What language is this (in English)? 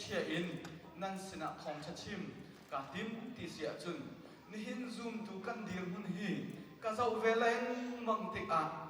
Hakha Chin